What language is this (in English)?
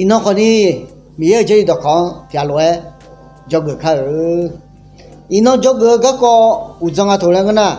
Akha